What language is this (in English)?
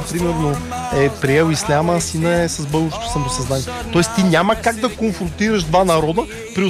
Bulgarian